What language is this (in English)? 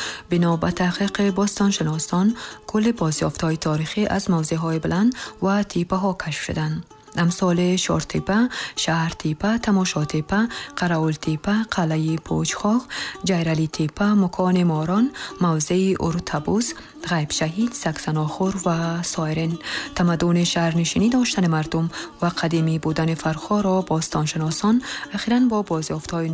Tajik